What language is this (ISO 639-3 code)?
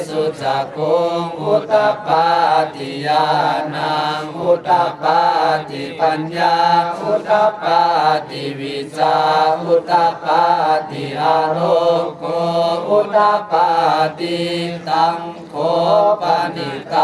pli